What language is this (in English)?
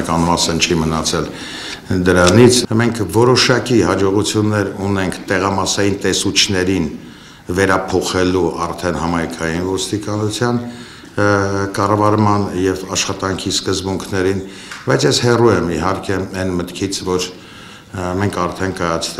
Armenian